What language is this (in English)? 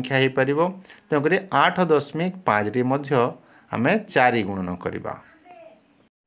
Odia